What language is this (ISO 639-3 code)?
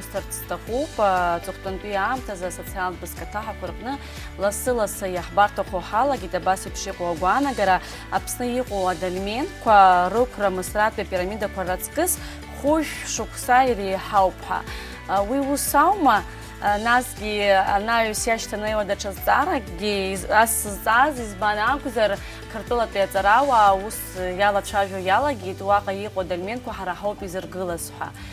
abk